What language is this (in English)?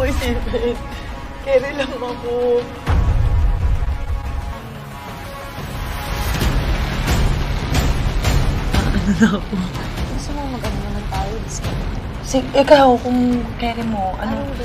Filipino